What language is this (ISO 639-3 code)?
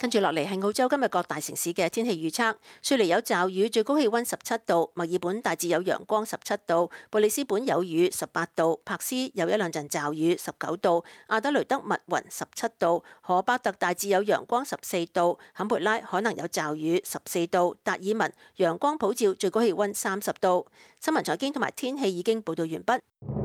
yue